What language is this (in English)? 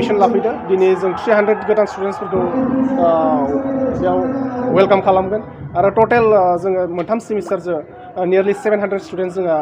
Bodo